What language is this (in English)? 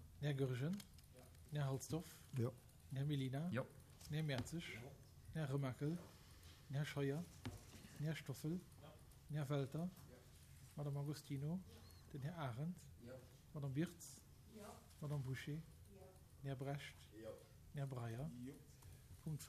Luxembourgish